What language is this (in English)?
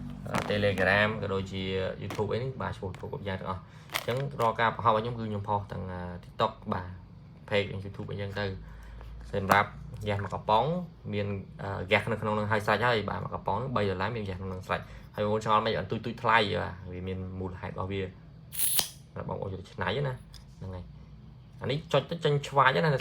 Khmer